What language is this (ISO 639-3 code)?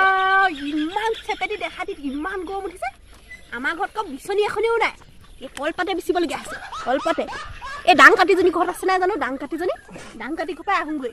asm